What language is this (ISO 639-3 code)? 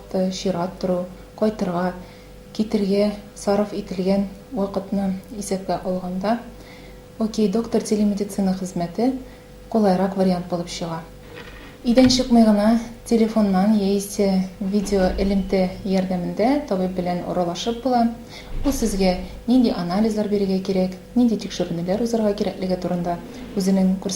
tat